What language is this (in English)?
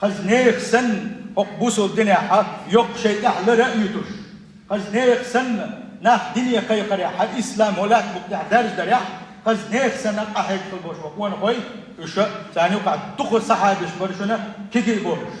Chechen